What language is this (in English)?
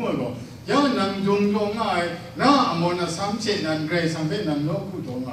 Kachin